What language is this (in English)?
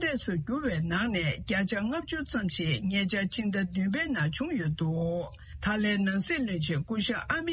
Tibetan